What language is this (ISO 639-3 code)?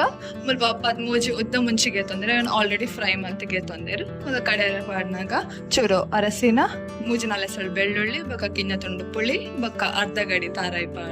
tcy